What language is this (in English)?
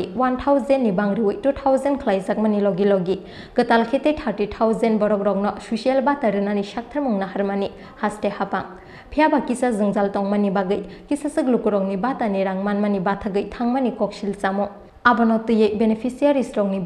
Kok Borok